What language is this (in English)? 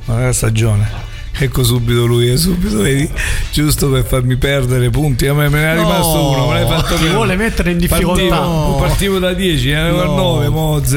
Italian